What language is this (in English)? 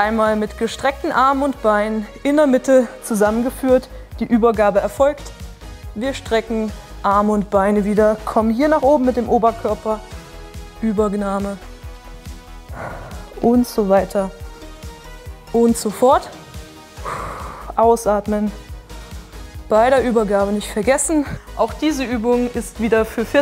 German